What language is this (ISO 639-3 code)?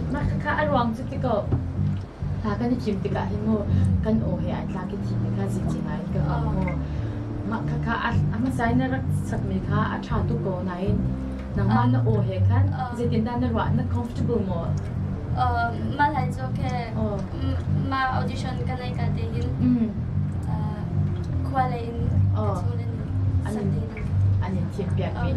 cnh